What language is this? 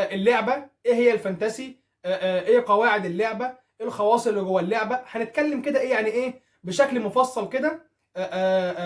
Egyptian Arabic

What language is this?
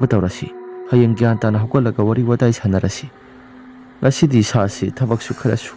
Manipuri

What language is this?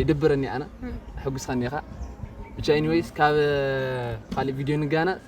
Tigrinya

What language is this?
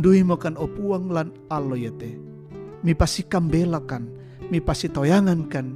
Toraja-Sa'dan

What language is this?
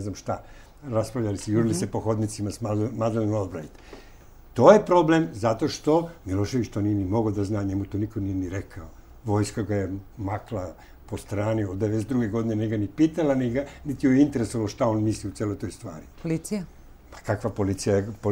Serbian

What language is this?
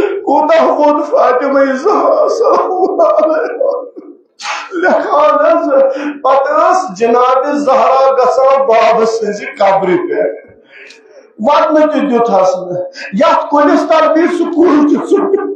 Kashmiri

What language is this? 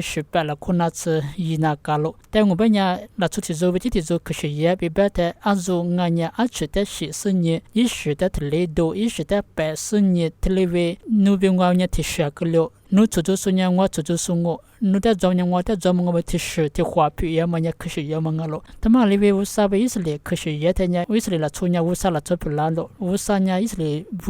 Lisu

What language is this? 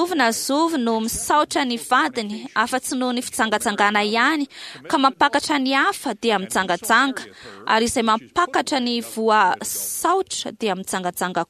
Malagasy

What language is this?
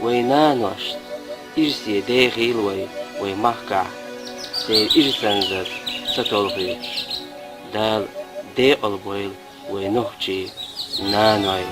Chechen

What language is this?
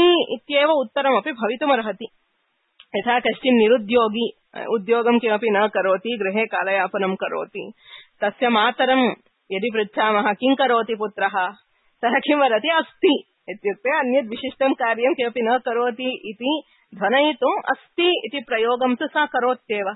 Sanskrit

